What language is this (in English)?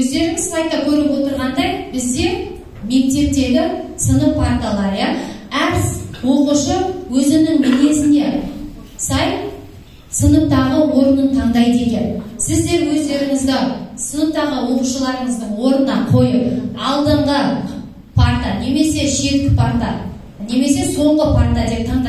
Kazakh